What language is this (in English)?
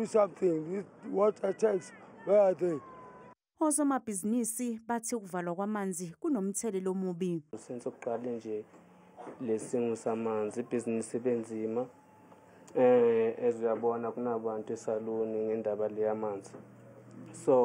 Zulu